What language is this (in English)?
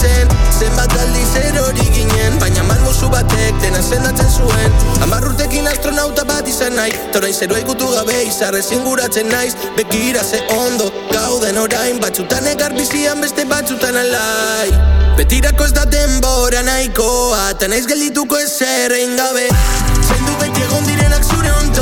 Basque